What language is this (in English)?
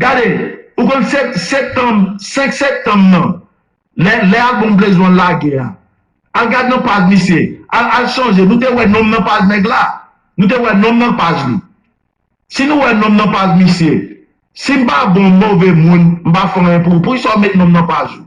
Haitian Creole